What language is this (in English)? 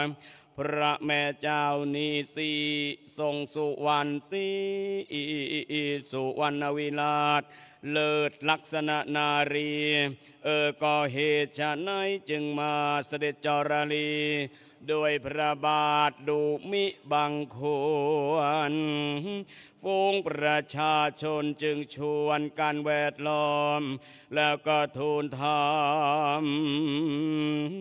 Thai